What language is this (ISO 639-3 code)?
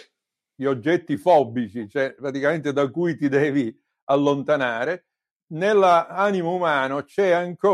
ita